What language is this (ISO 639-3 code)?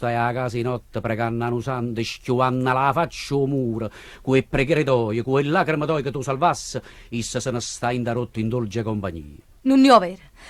nap